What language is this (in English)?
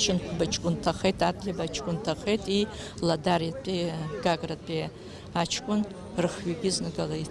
Abkhazian